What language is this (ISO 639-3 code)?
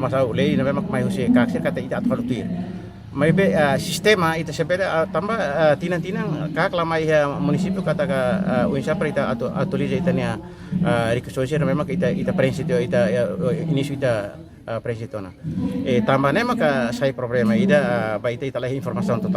tet